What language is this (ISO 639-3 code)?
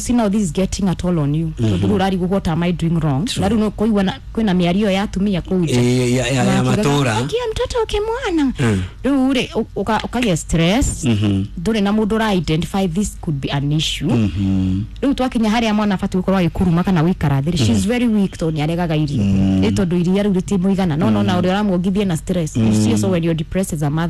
kik